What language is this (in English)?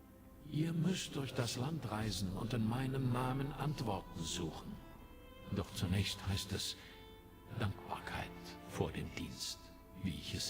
Swiss German